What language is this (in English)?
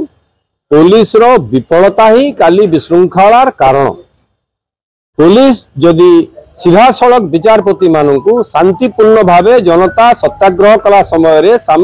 Odia